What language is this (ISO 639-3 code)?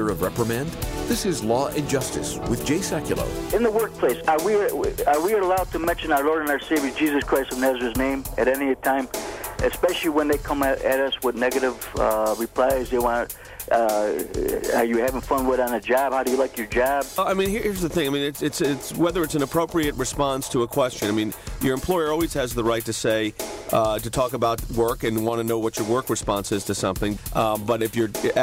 eng